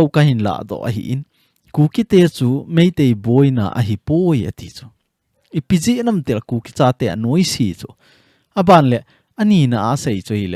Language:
Thado Chin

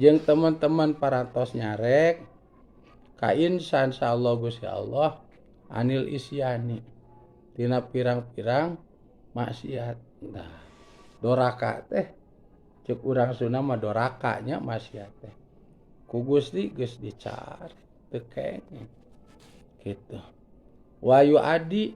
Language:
Sundanese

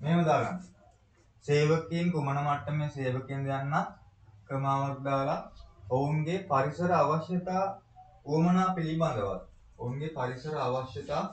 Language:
Sinhala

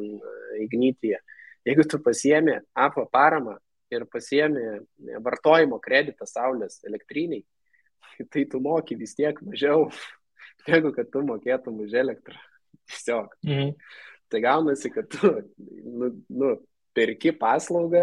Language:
Lithuanian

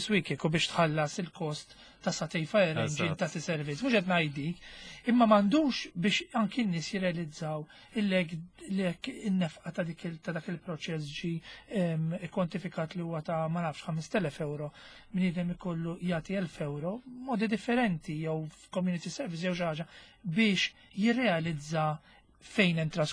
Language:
Maltese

